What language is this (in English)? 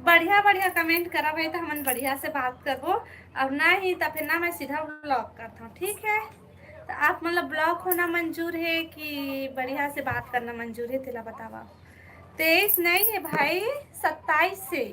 Chhattisgarhi